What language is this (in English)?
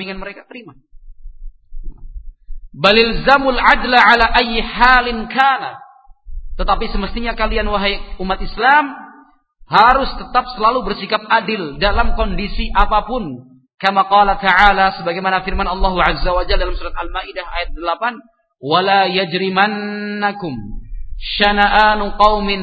Indonesian